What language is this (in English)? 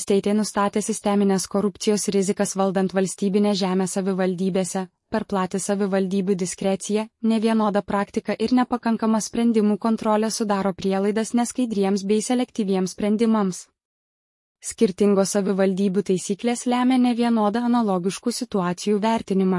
Lithuanian